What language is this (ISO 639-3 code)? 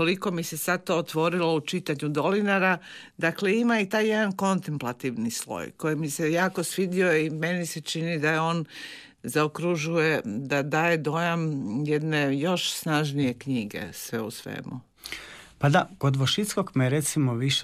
hrv